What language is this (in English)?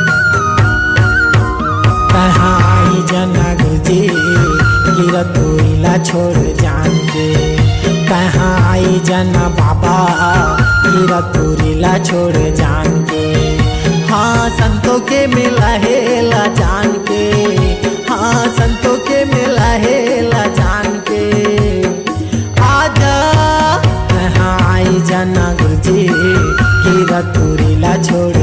Chhattisgarhi